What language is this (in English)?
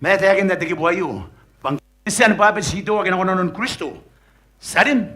Gilbertese